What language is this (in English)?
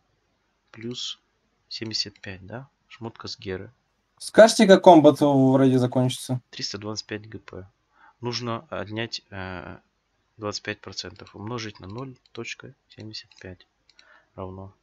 Russian